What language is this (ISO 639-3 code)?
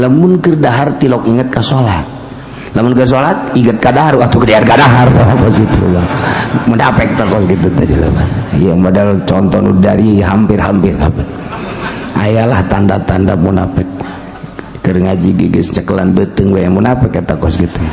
sun